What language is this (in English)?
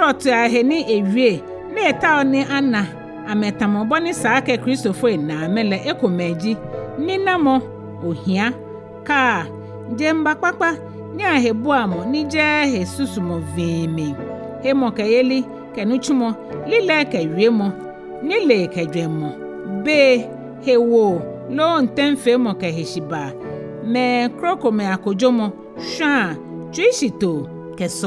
Ga